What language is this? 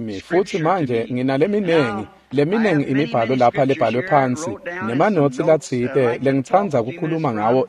Swati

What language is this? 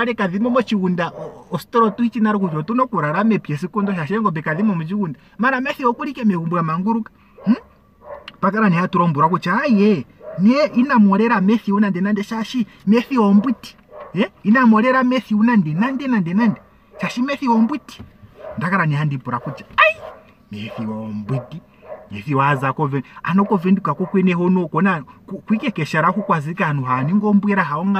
Ndonga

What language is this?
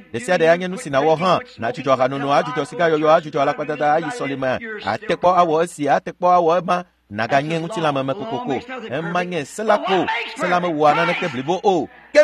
Ewe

